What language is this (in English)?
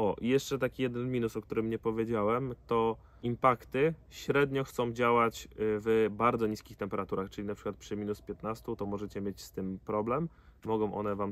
Polish